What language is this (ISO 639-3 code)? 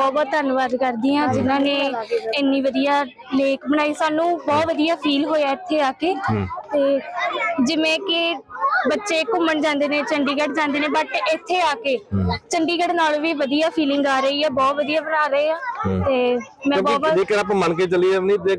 pan